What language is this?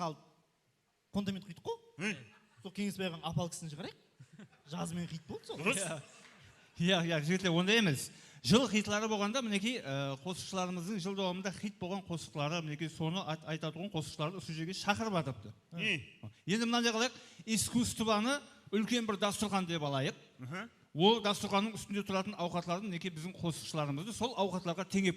Kara-Kalpak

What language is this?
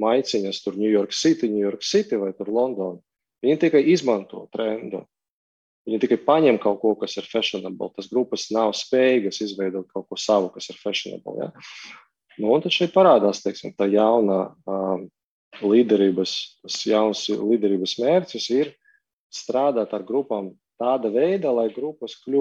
Latvian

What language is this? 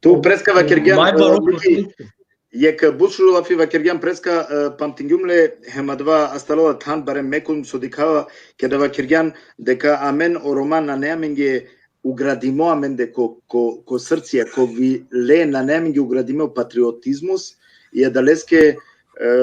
Balkan Romani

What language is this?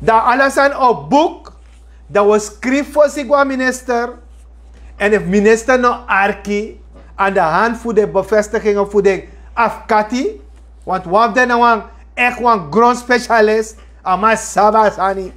Sranan Tongo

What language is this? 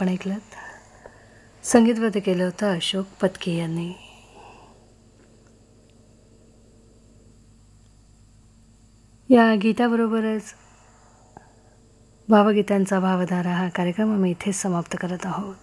Marathi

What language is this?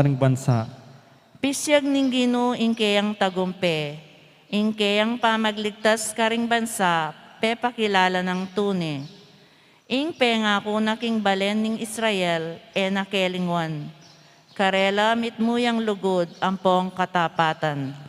Pampanga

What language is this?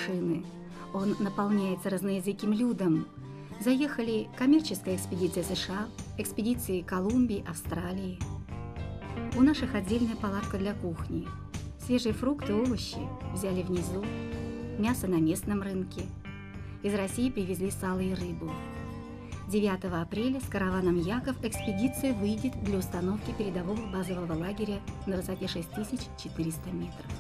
Russian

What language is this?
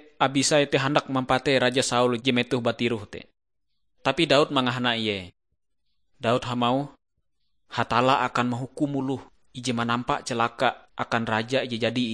Ngaju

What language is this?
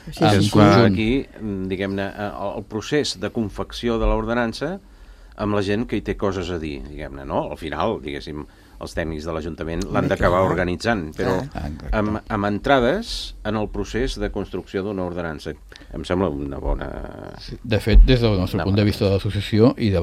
Catalan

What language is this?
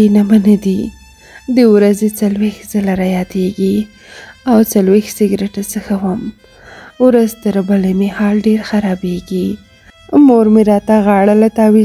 Pashto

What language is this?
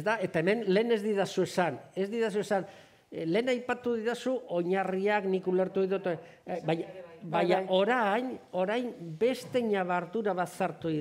Basque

